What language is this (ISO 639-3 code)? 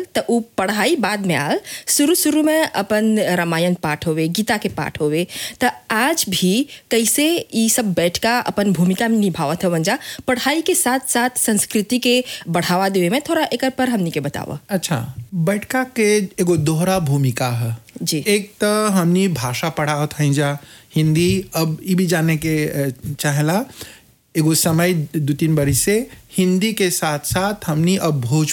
bho